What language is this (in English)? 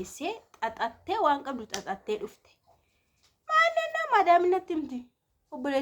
Oromo